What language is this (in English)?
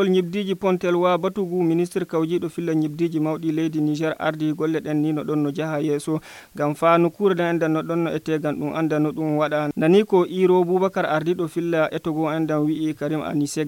Nigerian Fulfulde